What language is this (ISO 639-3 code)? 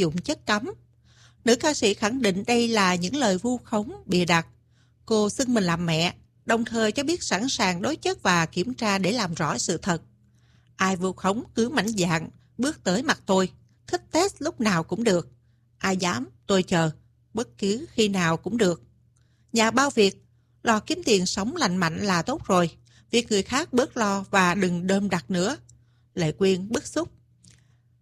vie